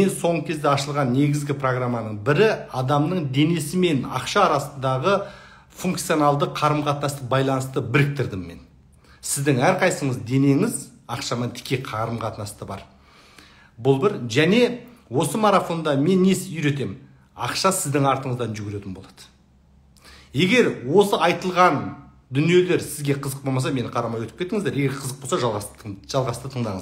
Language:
Kazakh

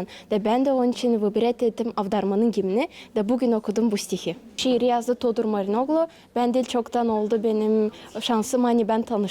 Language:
Gagauz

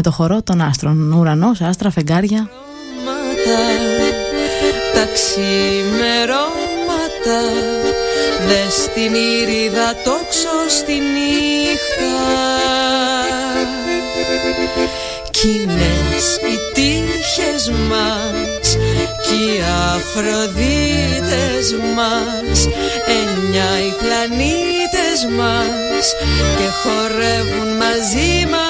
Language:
Greek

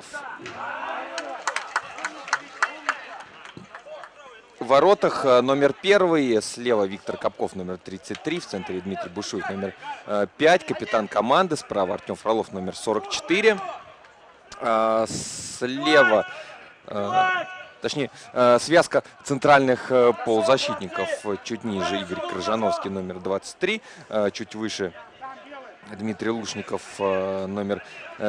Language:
Russian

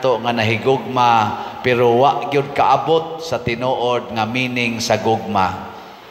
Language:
Cebuano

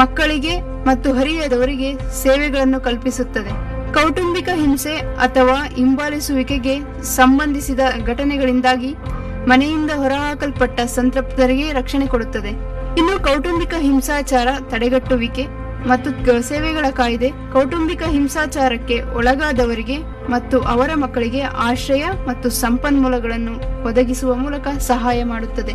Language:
Kannada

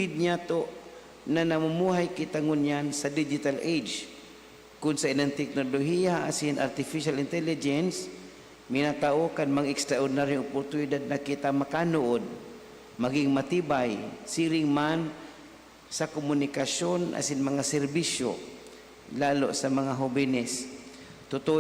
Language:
Bikol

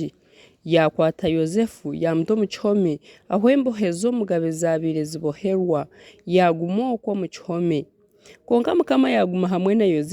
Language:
Nyankole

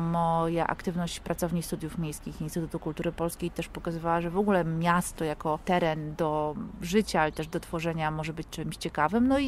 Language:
Polish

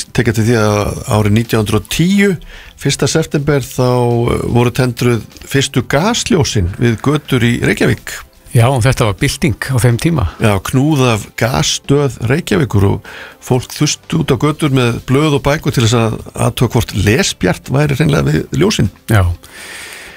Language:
Icelandic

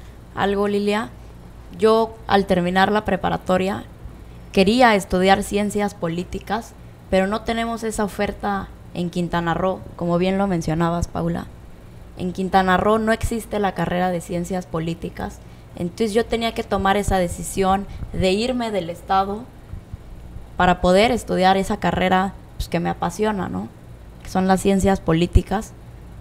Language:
Spanish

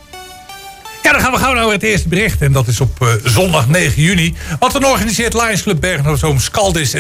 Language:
Dutch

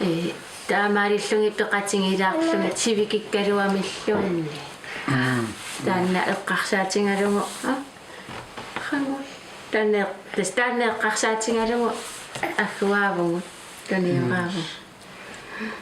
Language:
Kalaallisut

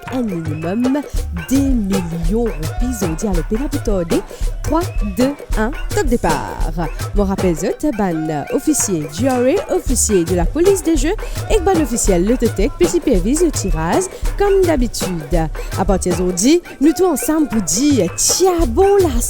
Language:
Morisyen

